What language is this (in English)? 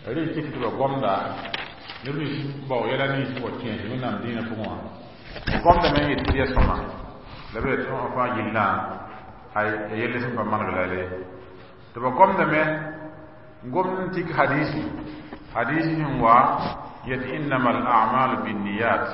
Mossi